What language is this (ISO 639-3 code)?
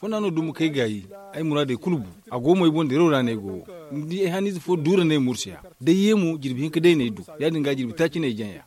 dje